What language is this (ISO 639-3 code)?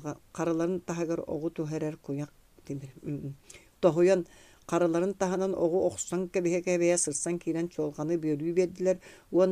sah